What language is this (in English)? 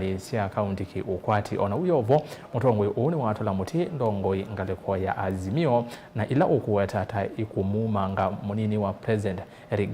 Kamba